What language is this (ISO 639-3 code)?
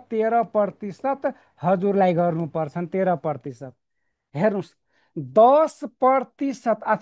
nep